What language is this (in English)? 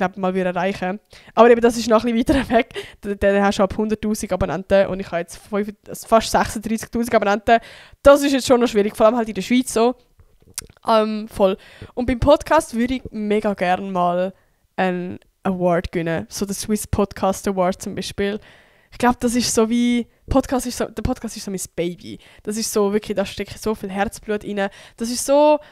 Swiss German